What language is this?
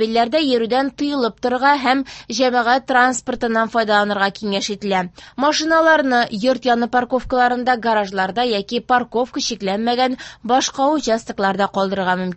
Tatar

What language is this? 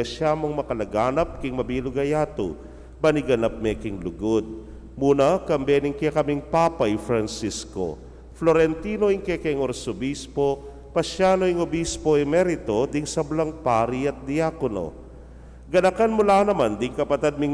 Pampanga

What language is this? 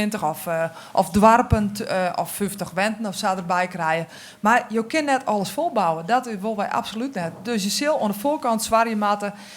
Western Frisian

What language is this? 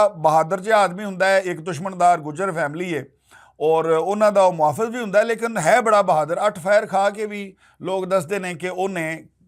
Western Panjabi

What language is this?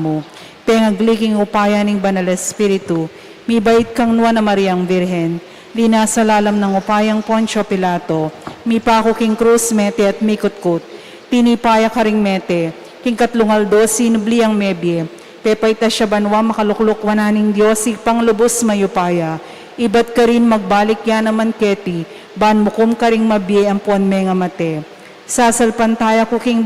Pampanga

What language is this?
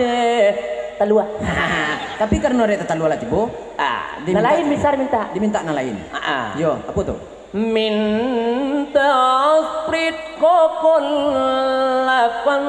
Minangkabau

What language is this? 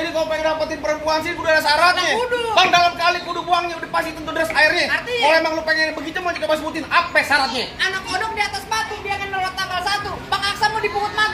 Betawi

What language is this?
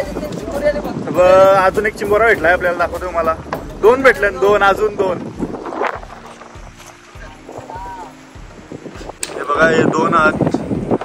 Marathi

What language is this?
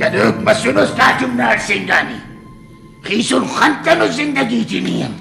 Brahui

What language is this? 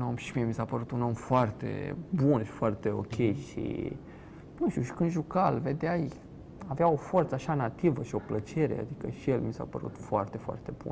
Romanian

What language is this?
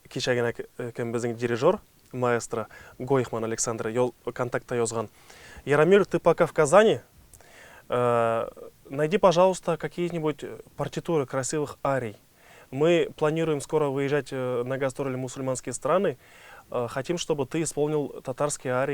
Tatar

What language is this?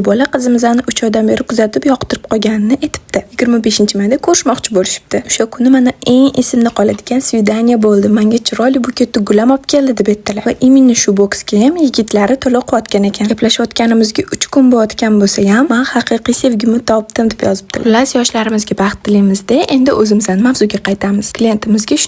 Uzbek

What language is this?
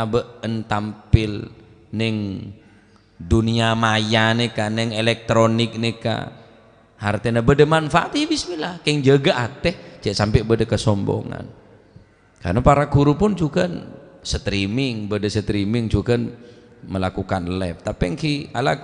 Madurese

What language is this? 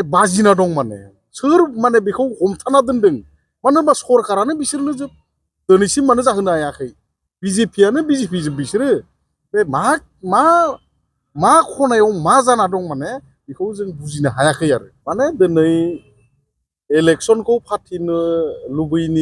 Bodo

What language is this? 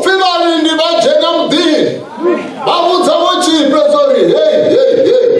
Tsonga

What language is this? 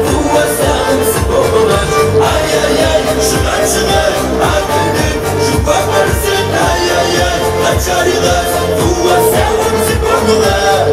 Kabardian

